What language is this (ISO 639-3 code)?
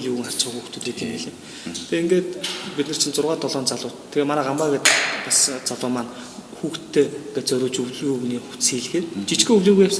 mon